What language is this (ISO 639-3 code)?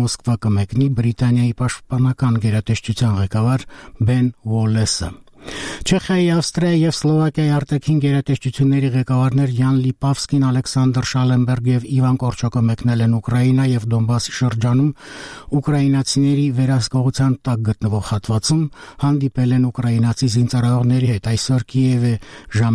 hye